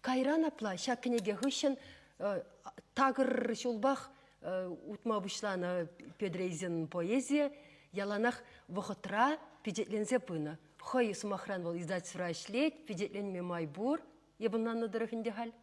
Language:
Chuvash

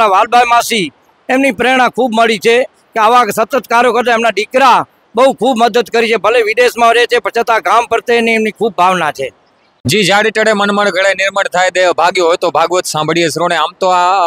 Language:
Gujarati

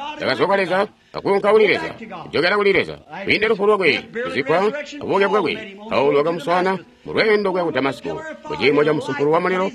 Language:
Tonga (Zambia)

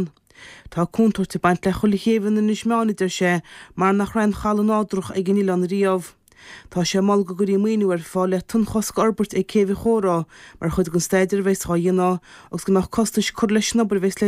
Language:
Irish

